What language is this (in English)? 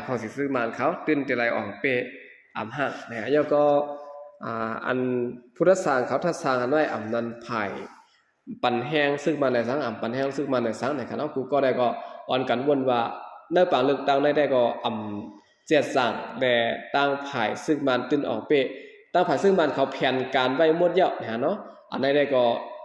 Shan